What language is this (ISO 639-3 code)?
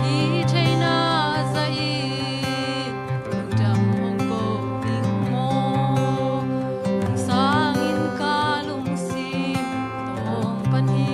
ctd